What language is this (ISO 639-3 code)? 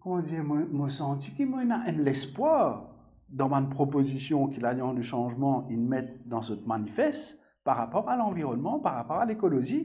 mfe